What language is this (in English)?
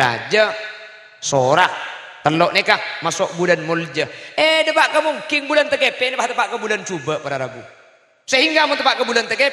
Madurese